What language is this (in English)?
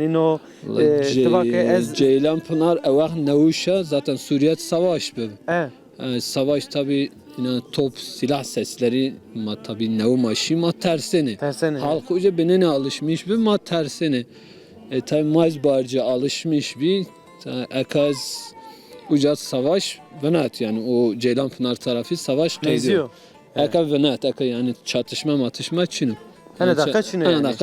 Zaza